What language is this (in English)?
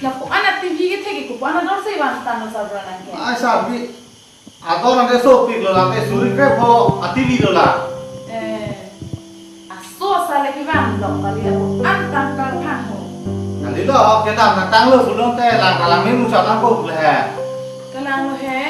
Karbi